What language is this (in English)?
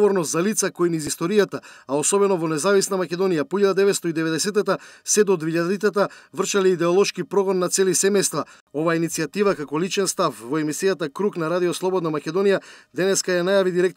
Macedonian